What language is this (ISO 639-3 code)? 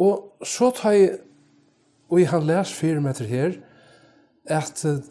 fao